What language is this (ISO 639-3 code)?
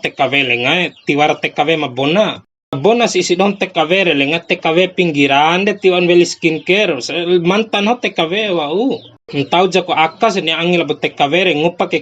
bhp